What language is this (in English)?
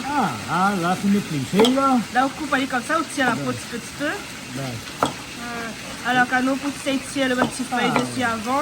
Réunion Creole French